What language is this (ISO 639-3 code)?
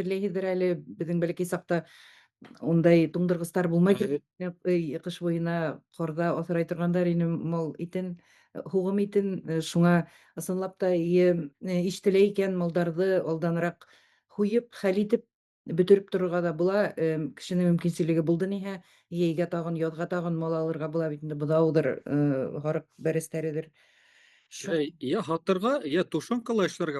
bak